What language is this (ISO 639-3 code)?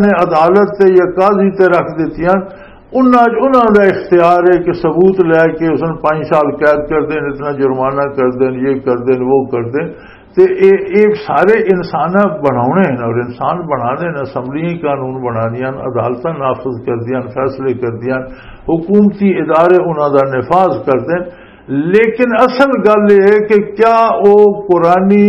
lah